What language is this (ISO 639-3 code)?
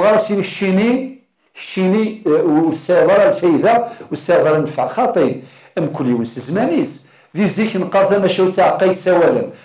kab